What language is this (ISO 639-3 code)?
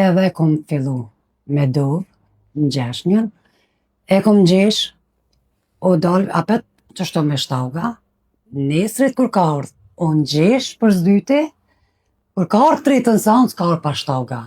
sqi